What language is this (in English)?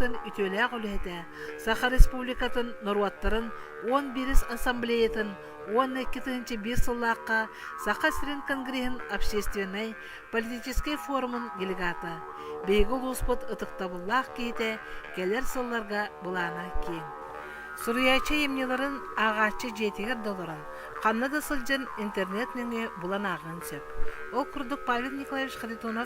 Yakut